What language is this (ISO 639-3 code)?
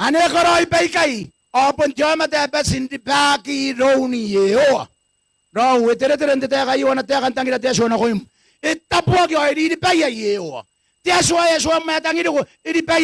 gil